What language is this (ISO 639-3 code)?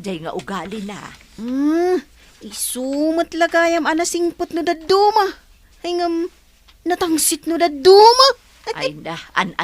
ilo